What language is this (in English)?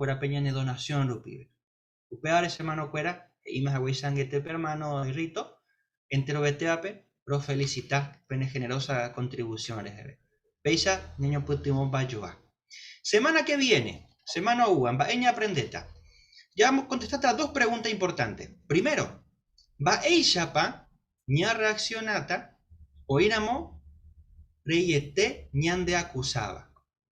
Guarani